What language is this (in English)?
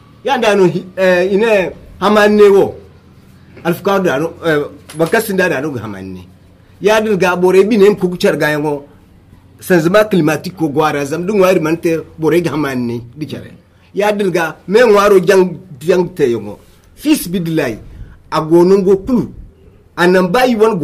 Zarma